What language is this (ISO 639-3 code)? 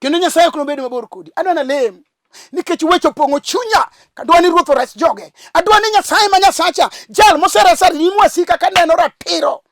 luo